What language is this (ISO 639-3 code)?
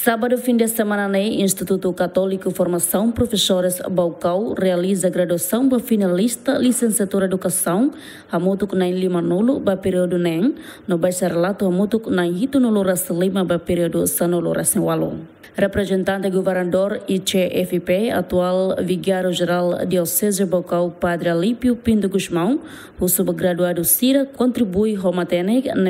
tet